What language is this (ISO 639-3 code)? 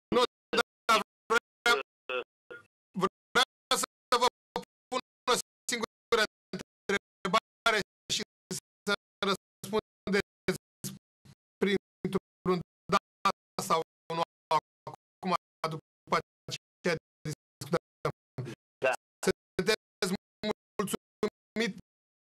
ron